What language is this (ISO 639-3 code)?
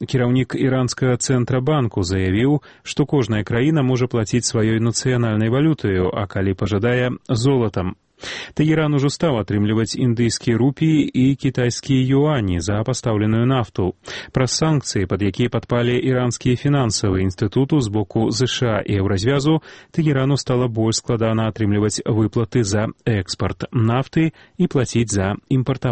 bel